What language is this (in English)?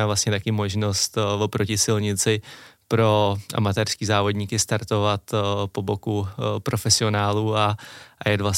Czech